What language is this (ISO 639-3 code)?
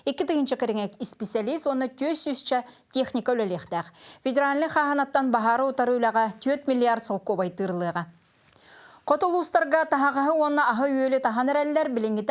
sah